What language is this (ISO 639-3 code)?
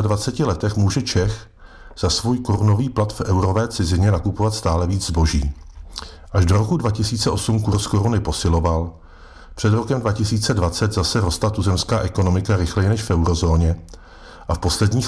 ces